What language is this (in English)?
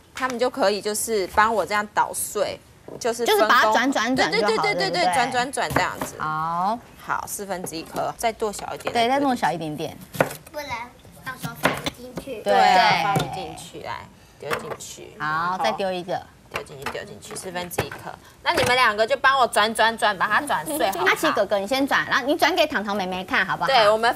Chinese